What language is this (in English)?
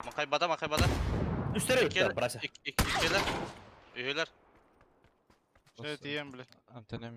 Yakut